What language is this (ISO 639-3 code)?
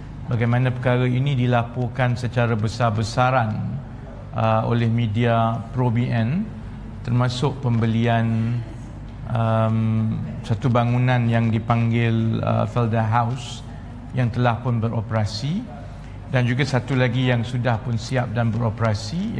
msa